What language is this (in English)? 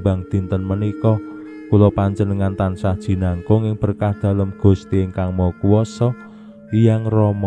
Javanese